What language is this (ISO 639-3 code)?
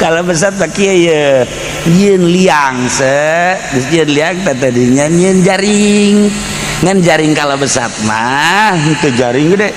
sun